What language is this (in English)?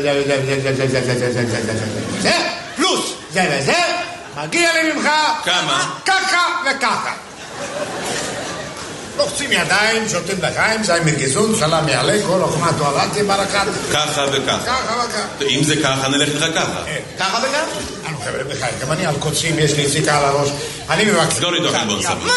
Hebrew